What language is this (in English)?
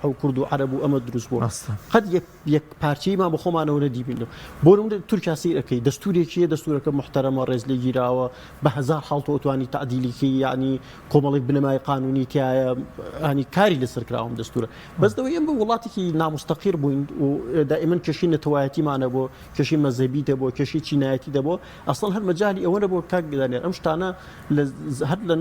Central Kurdish